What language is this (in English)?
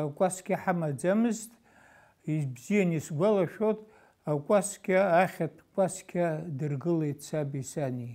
Abkhazian